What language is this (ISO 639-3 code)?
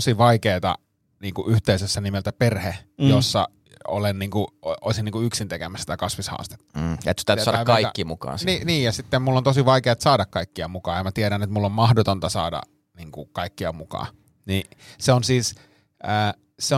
fin